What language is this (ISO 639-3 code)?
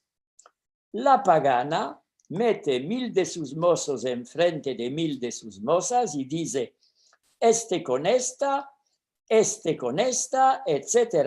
lad